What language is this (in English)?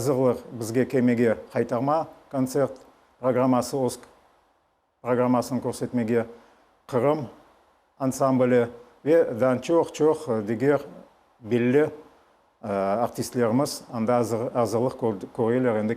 Crimean Tatar